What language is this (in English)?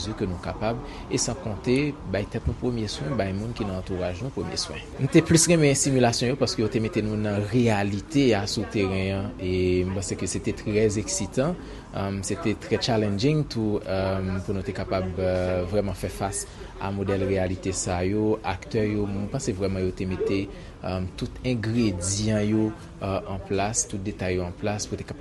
Haitian Creole